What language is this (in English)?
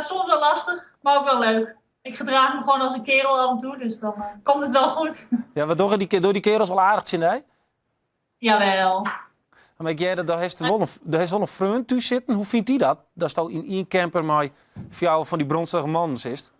Western Frisian